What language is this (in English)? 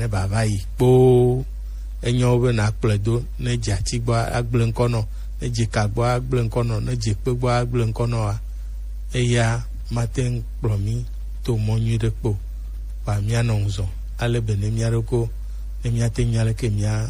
Gen